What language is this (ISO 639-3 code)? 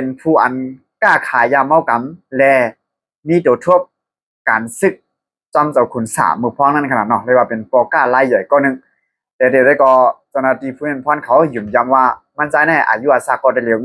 shn